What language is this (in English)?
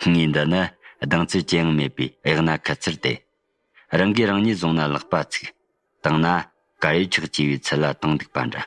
Tibetan